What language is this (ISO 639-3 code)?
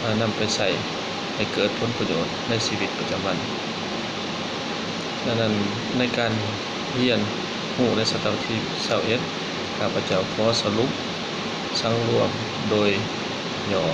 lao